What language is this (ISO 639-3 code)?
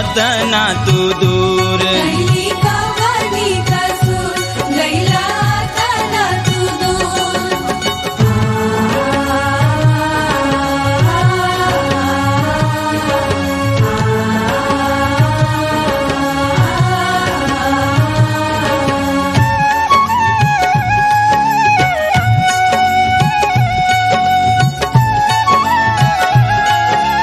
bho